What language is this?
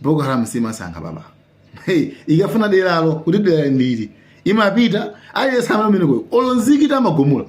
Nyanja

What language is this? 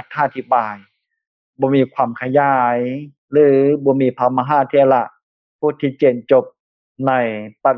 Lao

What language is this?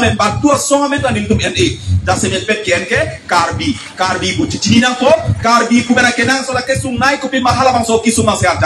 Karbi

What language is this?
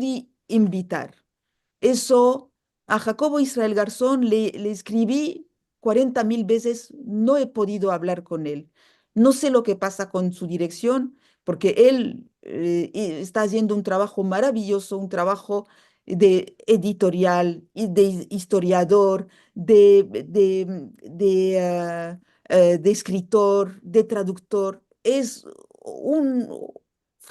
Ladino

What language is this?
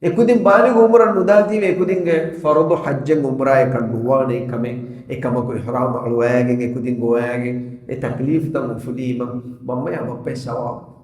Divehi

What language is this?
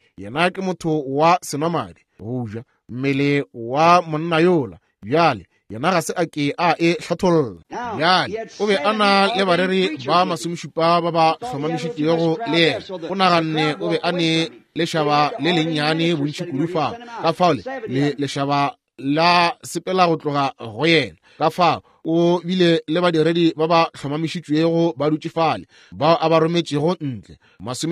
Northern Sotho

